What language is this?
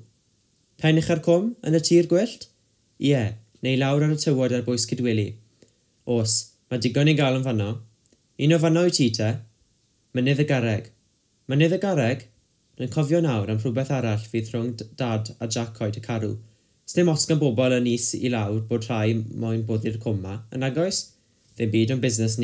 Welsh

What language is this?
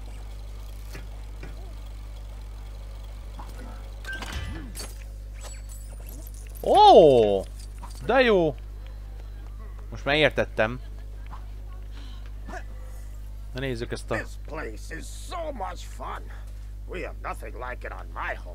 Hungarian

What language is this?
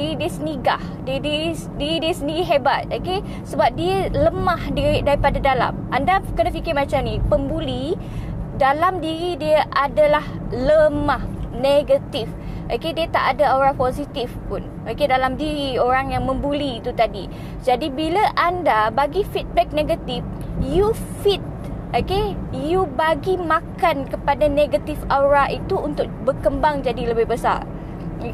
Malay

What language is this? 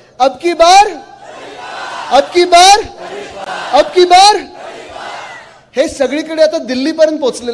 Marathi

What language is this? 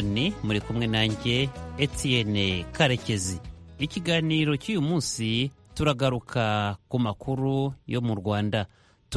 Kinyarwanda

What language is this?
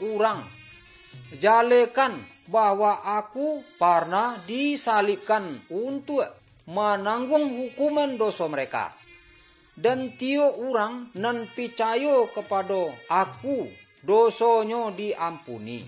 Minangkabau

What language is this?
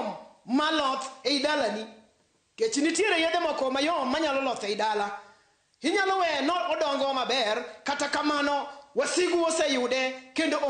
Luo (Kenya and Tanzania)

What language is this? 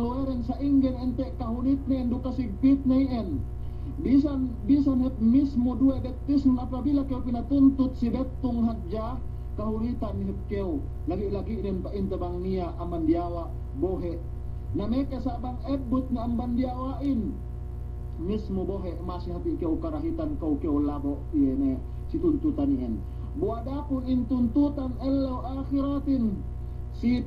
Yakan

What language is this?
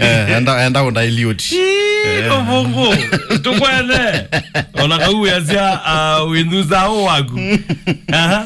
Kamba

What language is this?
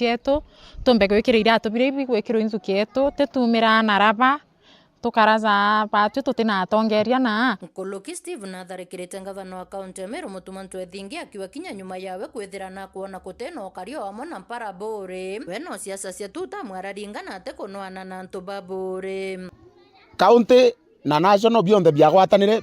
Meru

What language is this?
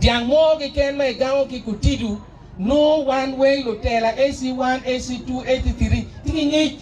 Acoli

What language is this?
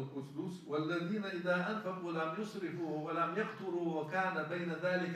Ingush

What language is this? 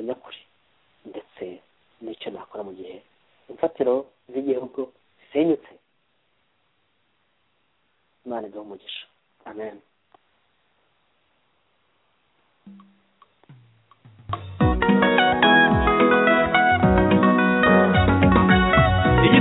Kinyarwanda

